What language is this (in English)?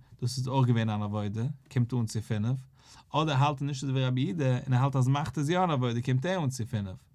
Yiddish